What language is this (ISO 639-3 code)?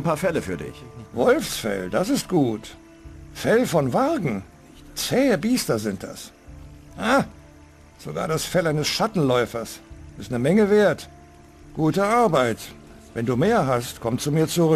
bar